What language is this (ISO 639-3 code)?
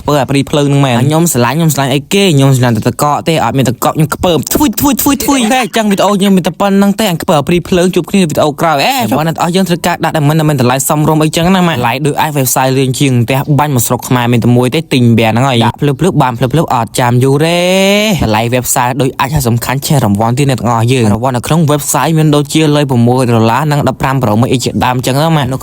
khm